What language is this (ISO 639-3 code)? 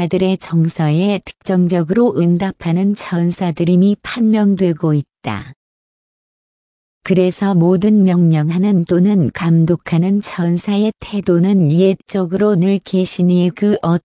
kor